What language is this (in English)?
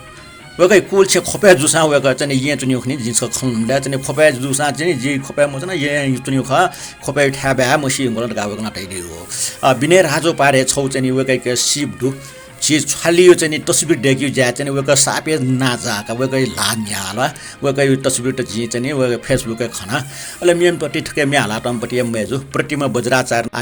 Newari